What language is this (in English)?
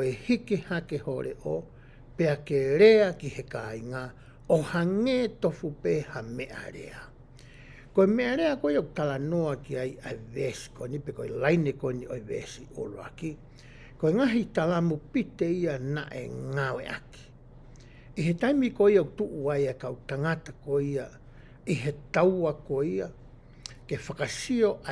Tongan